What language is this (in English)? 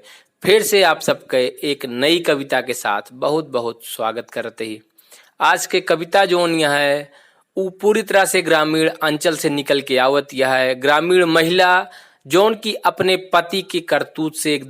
Awadhi